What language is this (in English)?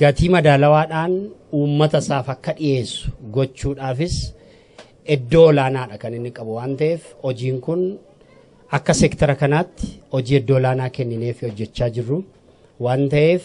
Oromo